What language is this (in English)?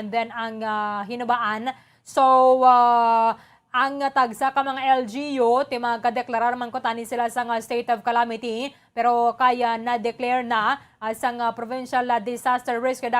Hiligaynon